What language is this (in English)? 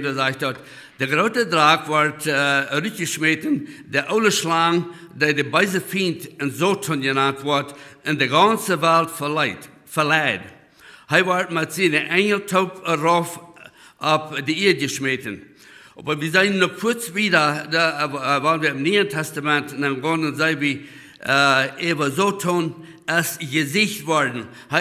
Plautdietsch